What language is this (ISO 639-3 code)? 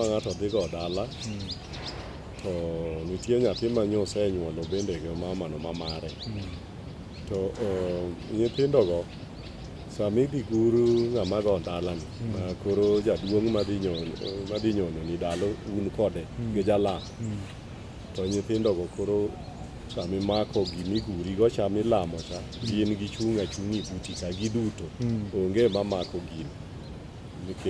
luo